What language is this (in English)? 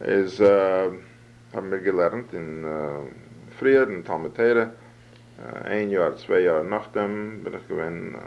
Yiddish